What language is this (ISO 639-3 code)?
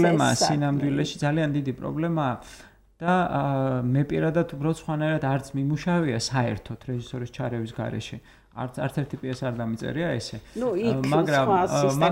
kat